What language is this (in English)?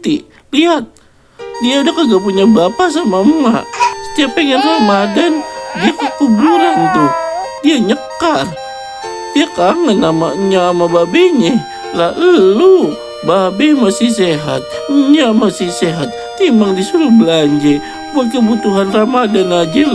Betawi